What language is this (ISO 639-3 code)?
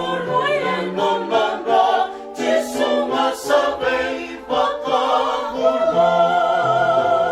fij